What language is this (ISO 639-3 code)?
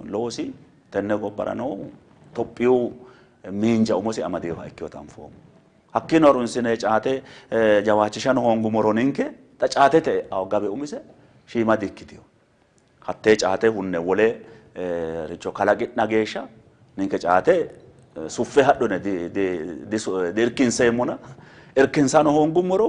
sid